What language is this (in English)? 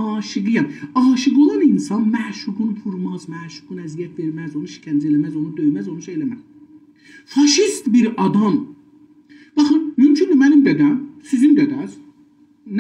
South Azerbaijani